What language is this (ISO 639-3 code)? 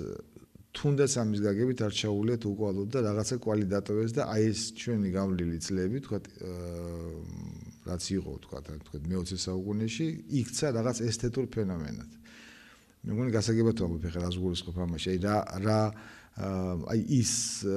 kat